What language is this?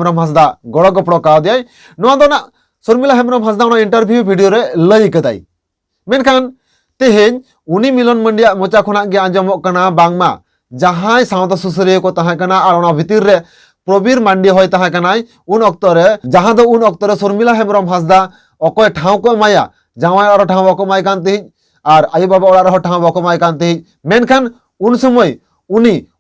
Santali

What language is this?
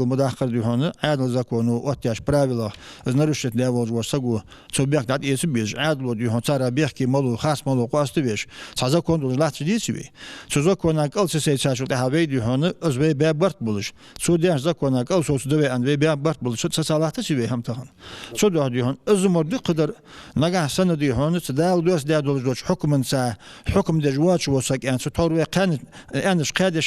Ingush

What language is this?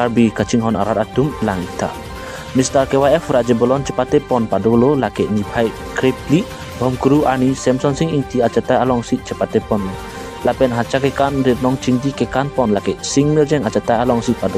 Karbi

